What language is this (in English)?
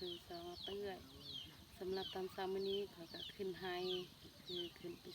Lao